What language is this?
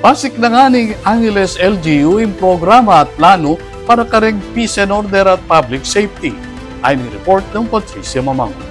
Pampanga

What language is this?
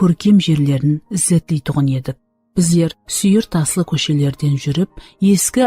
Kara-Kalpak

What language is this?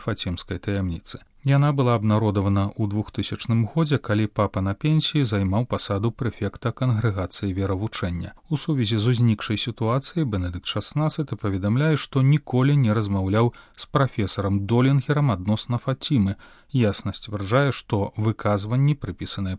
Belarusian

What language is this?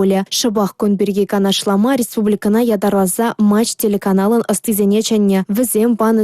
Chuvash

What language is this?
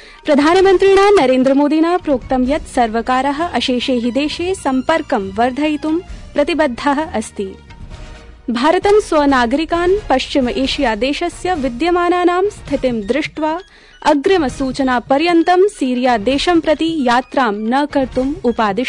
Sanskrit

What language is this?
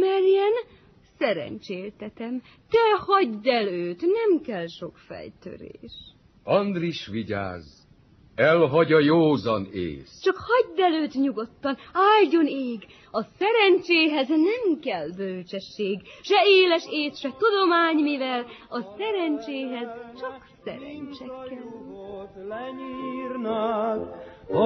Hungarian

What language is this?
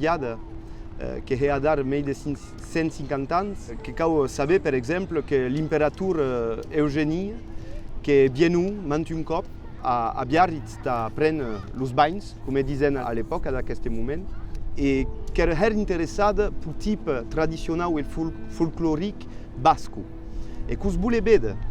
Occitan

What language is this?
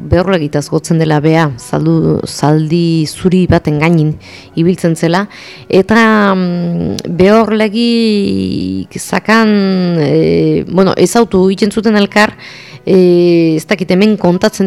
Basque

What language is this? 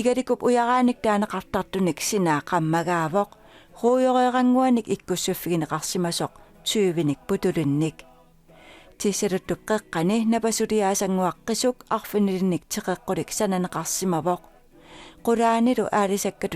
Kalaallisut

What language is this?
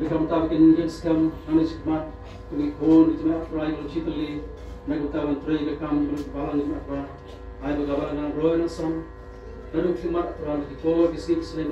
Khasi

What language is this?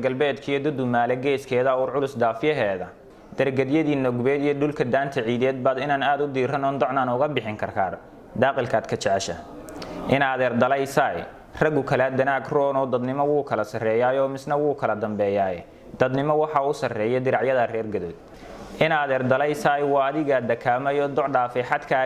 Somali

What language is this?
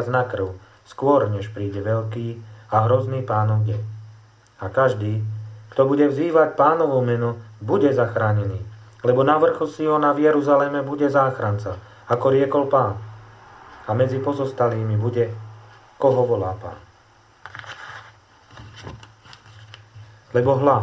Slovak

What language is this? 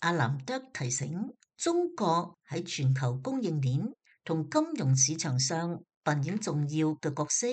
Cantonese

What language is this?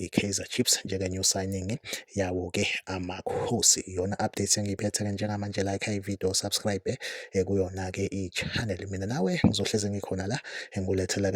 Zulu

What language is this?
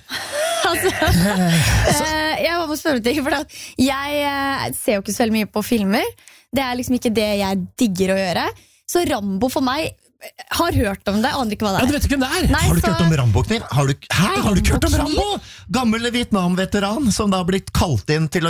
Norwegian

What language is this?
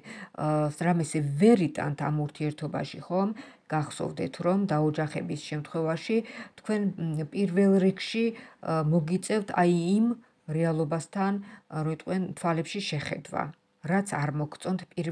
Georgian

